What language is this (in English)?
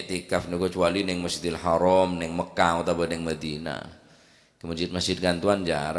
Madurese